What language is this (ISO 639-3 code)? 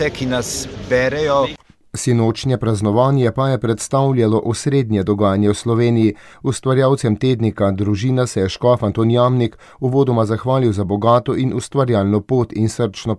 slv